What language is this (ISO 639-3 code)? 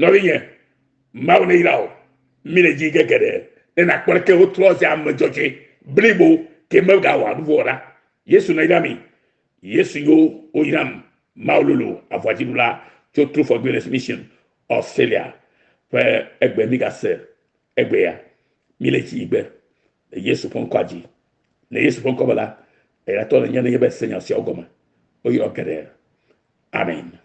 ewe